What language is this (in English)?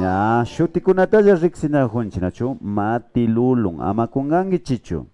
Imbabura Highland Quichua